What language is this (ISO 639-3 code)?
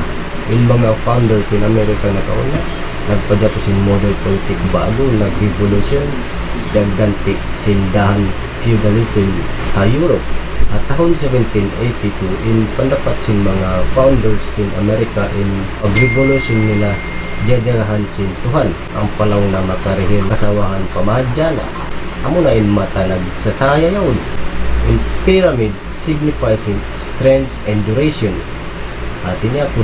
tsg